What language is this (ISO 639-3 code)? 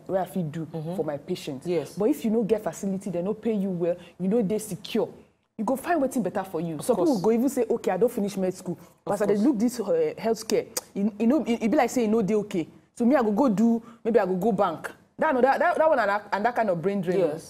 pcm